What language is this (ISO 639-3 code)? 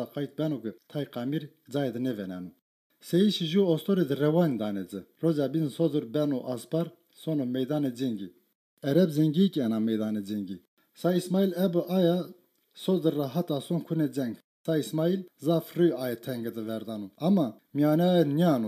zza